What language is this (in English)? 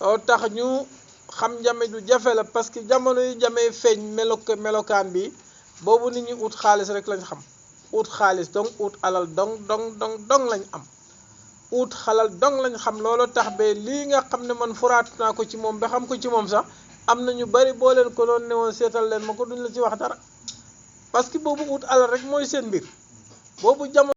Wolof